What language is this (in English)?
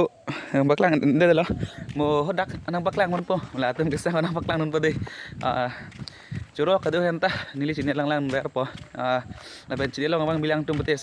Karbi